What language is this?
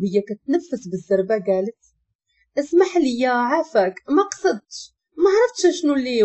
Moroccan Arabic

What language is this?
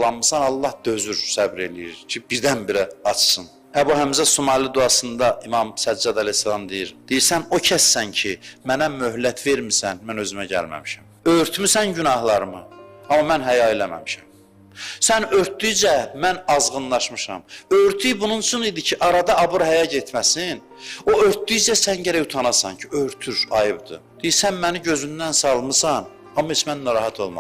Azerbaijani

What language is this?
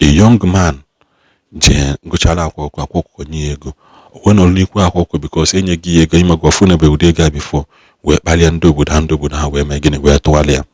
Igbo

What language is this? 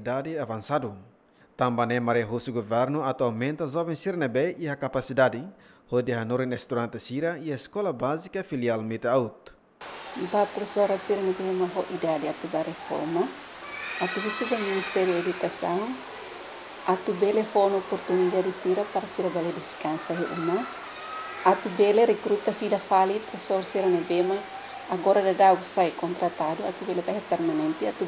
Tetum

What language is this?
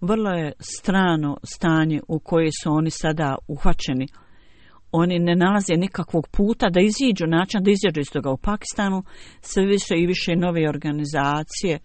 Bosnian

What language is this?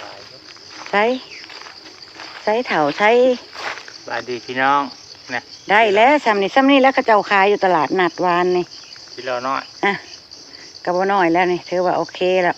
Northeastern Thai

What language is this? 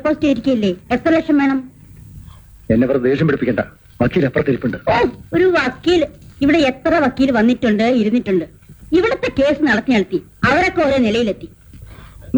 Malayalam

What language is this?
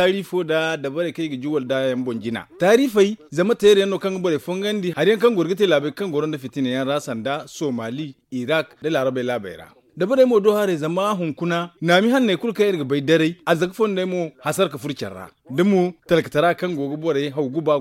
Zarma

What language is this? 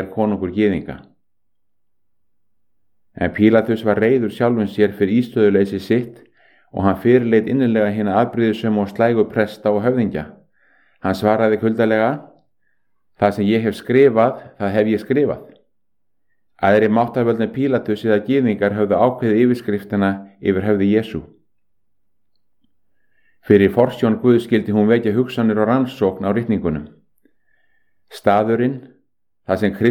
Icelandic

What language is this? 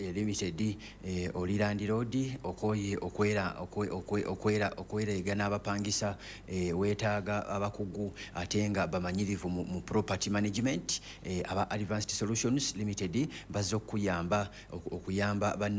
Ganda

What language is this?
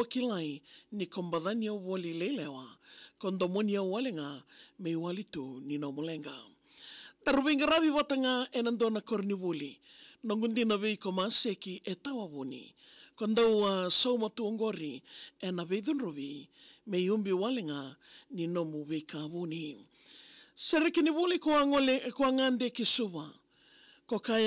Fijian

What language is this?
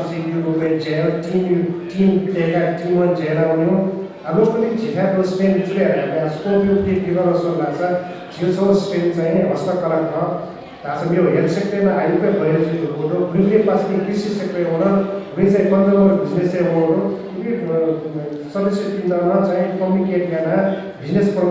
Newari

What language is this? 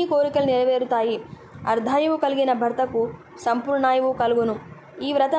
Telugu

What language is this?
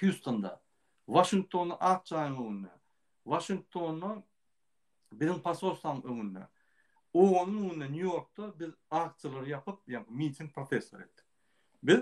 Turkmen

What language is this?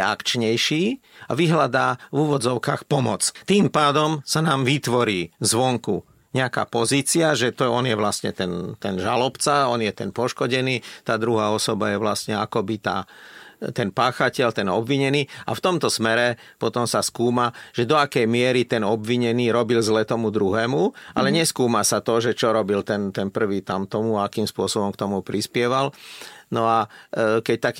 Slovak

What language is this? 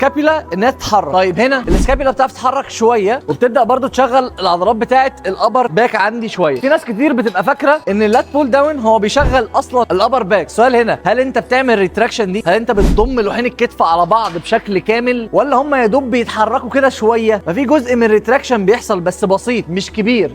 Egyptian Arabic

